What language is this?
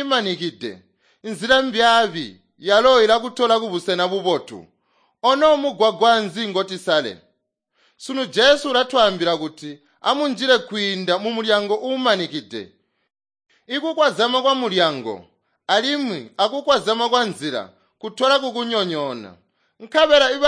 Tonga (Zambia)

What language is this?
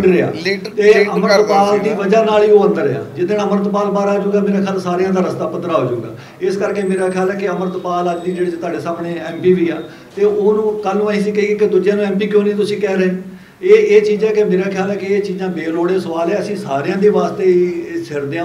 Punjabi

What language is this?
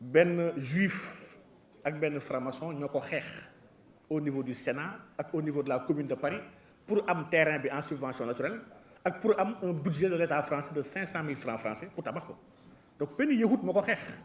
Wolof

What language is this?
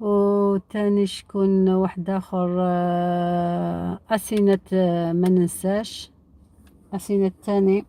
Algerian Arabic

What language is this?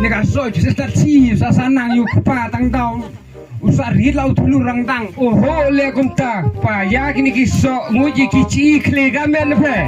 Khasi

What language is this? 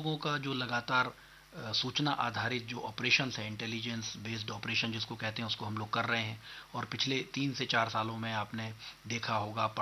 Hindi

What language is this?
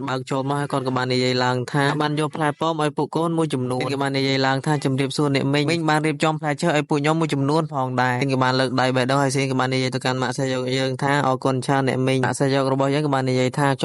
Khmer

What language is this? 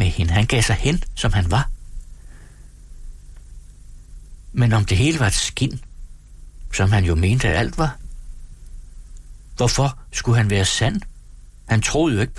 Danish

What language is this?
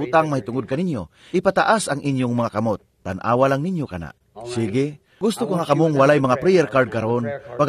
Cebuano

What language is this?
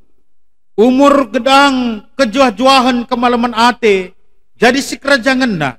Batak Karo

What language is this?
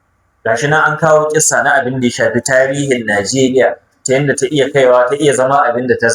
Hausa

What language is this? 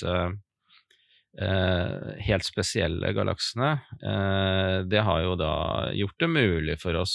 Norwegian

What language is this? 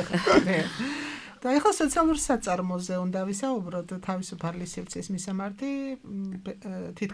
Georgian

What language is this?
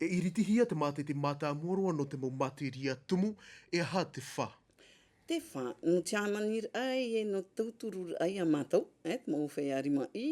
Tahitian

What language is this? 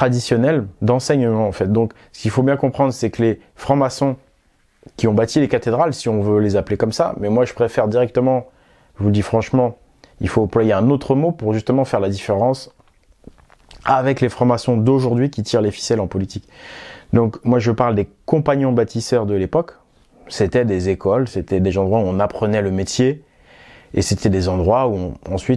French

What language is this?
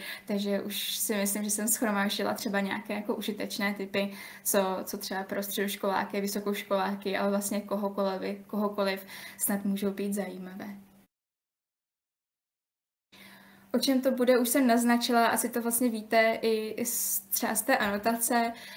Czech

